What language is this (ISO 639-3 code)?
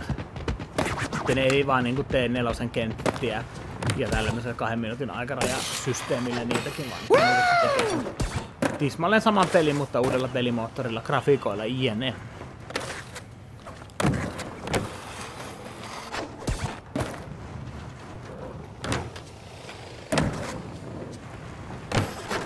fin